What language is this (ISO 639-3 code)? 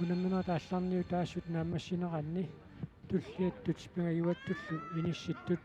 kal